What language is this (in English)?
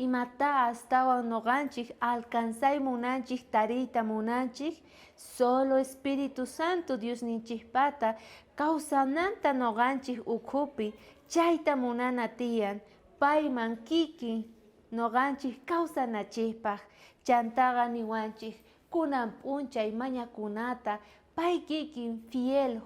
South Bolivian Quechua